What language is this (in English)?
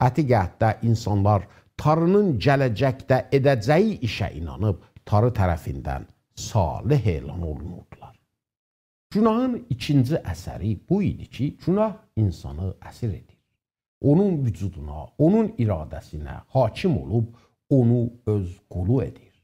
South Azerbaijani